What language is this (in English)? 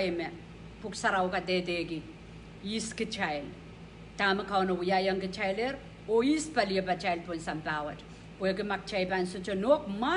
Pohnpeian